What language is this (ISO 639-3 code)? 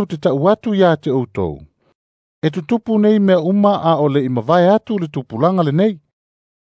smo